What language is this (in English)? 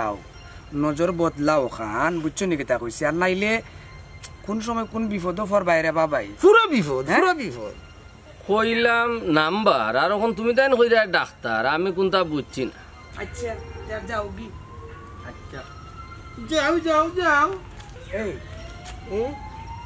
Sylheti